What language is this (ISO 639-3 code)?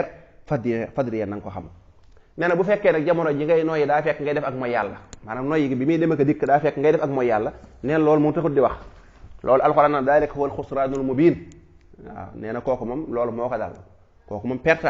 wol